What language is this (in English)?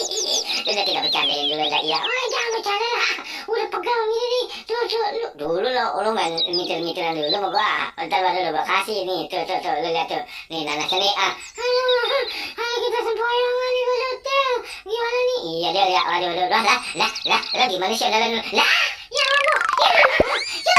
Betawi